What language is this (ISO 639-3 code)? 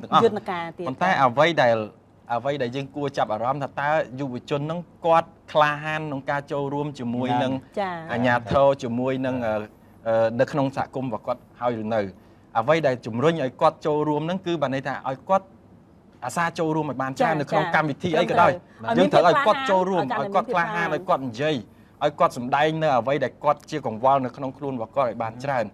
khm